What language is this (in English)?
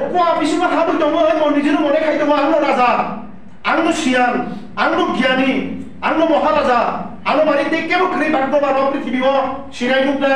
Kok Borok